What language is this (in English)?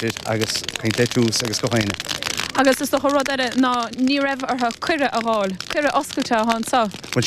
Irish